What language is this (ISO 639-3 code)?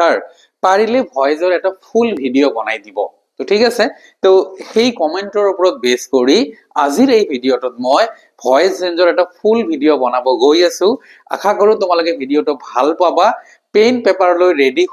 asm